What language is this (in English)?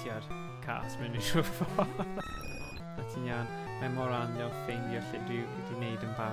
Welsh